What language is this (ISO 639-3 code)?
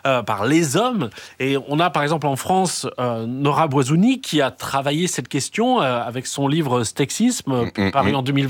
fra